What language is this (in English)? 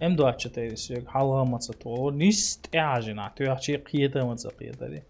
Chechen